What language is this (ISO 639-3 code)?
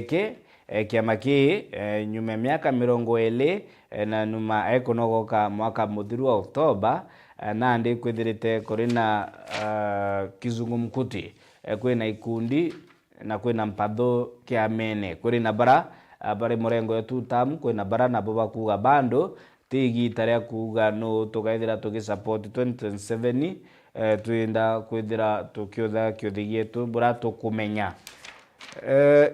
mer